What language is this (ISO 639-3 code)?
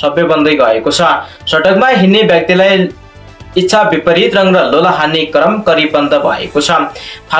nep